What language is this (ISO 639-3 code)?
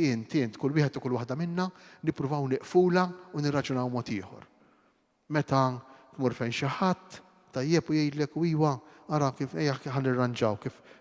mlt